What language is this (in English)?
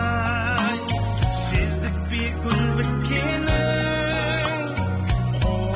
Kazakh